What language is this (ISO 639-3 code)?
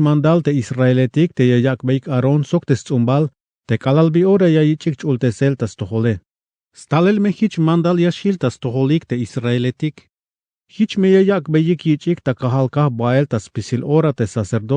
tzh